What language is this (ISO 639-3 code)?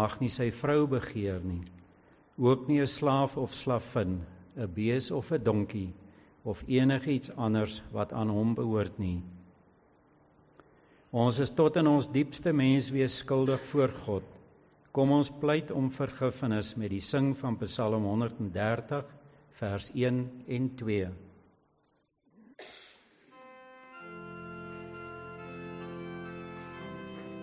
afr